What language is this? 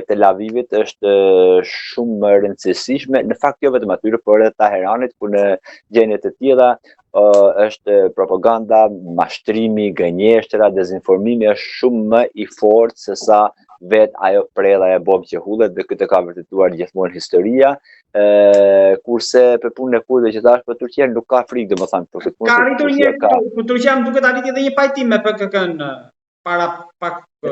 Albanian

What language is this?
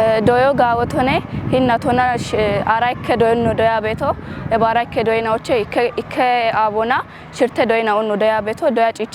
Kafa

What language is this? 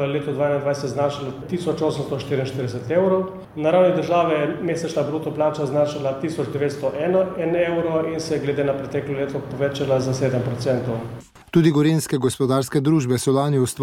Slovenian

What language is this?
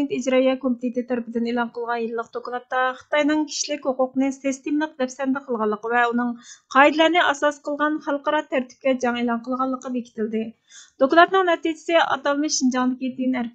Uyghur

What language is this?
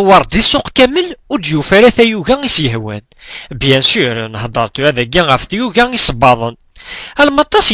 Kabyle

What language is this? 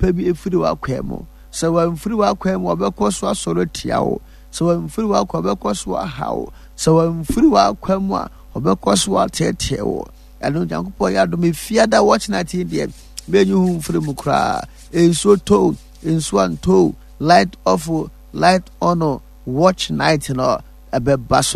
Akan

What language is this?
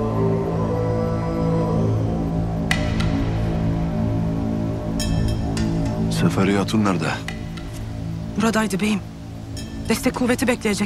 Turkish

